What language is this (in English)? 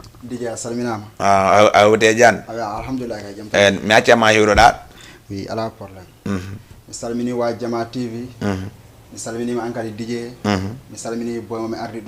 Fula